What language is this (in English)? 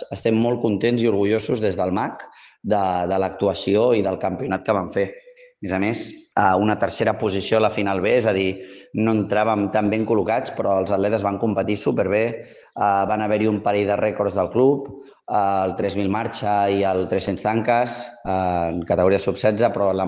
Catalan